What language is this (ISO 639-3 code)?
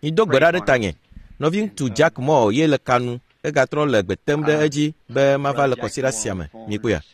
ewe